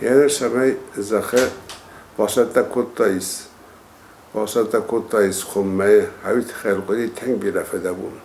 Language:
Ossetic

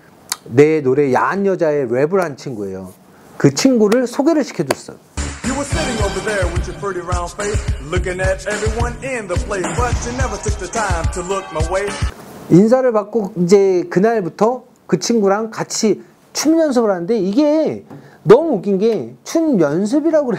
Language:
Korean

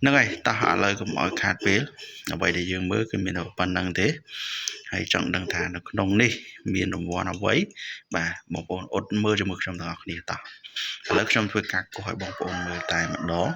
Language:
Khmer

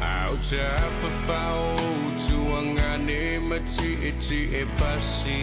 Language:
Samoan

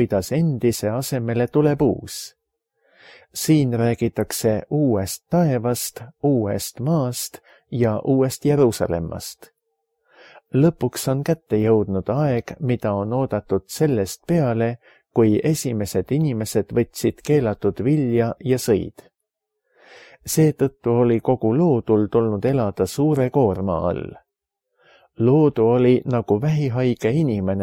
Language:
Estonian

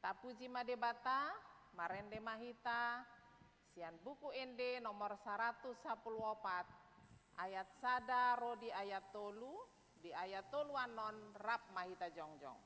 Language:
Batak Toba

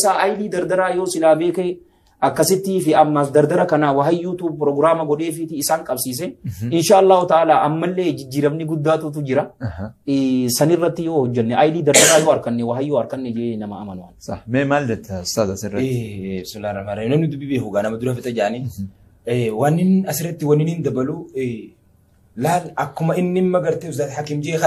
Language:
Oromo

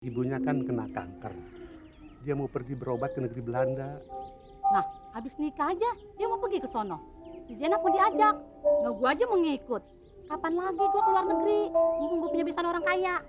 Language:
Betawi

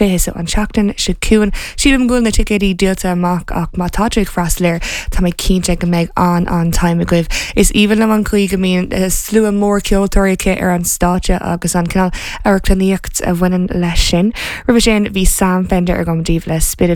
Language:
Irish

